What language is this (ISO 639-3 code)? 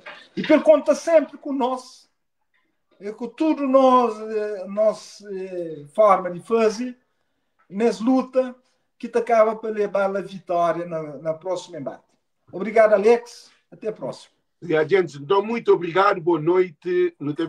kea